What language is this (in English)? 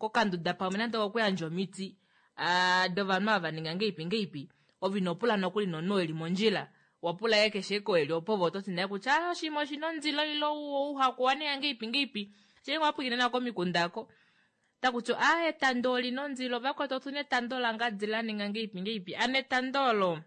Kuanyama